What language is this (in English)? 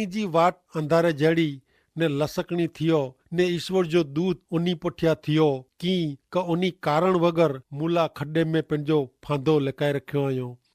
Kachhi